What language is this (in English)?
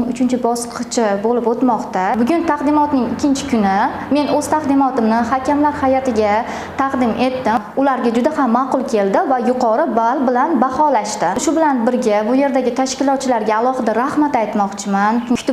Uzbek